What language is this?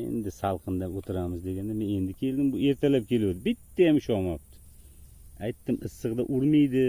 Uzbek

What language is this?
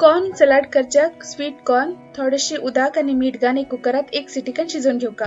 Konkani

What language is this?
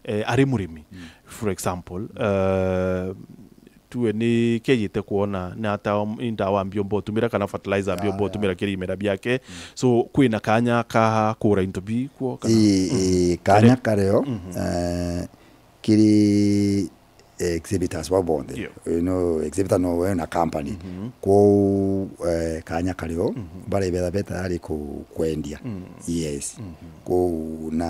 Meru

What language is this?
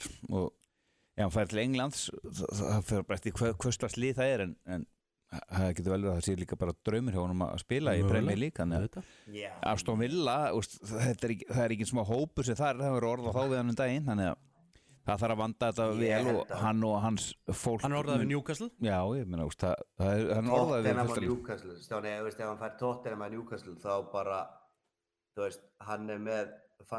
Icelandic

